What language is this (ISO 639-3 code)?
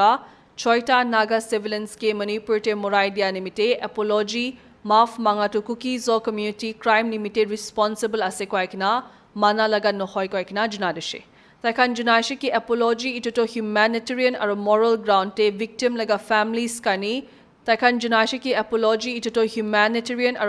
nag